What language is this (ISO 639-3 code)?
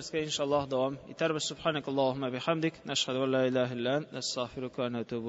tat